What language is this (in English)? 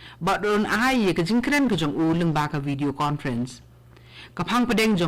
Khasi